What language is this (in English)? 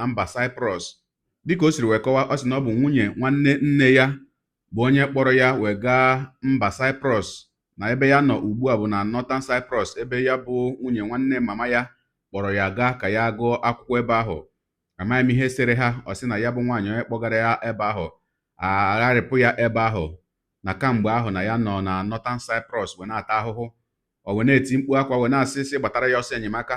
Igbo